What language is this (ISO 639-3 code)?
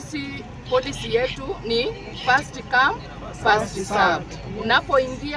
guz